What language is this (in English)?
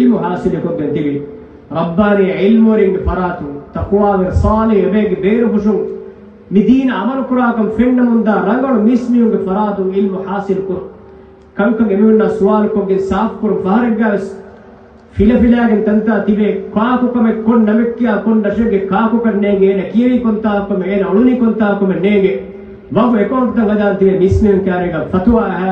Divehi